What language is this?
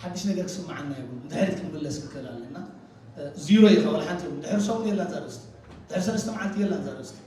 Tigrinya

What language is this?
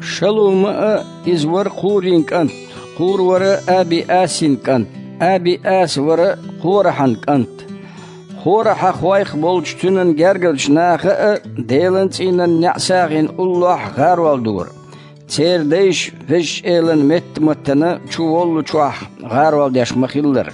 Chechen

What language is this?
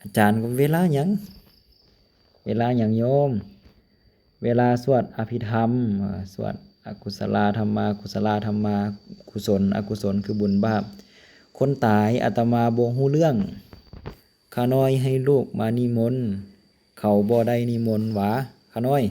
Lao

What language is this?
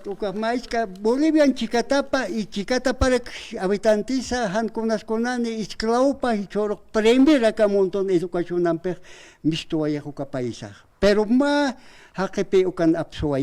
Aymara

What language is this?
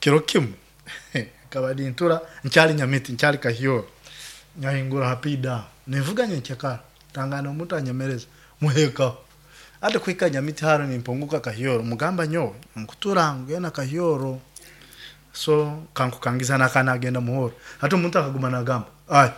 Nyoro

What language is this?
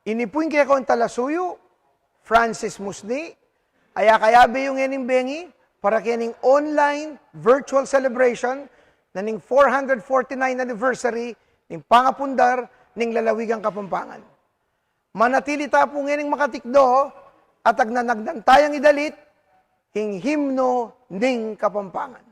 Pampanga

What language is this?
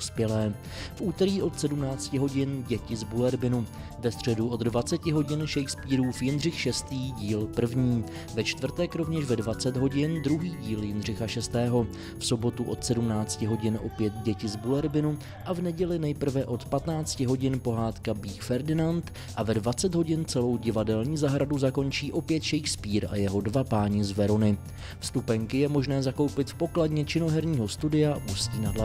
Czech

